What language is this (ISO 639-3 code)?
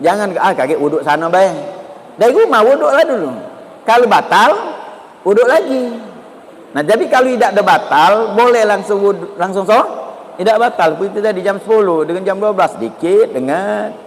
mui